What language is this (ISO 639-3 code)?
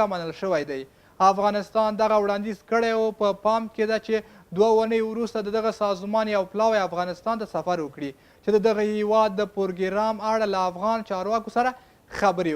pus